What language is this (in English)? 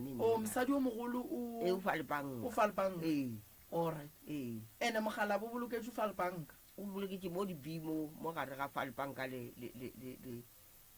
Northern Sotho